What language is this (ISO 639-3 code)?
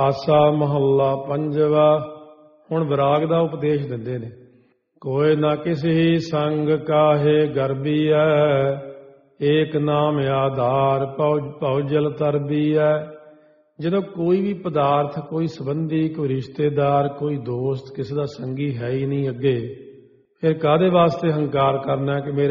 pan